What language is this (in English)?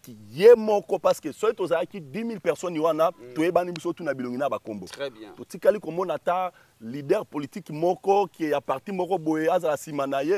Lingala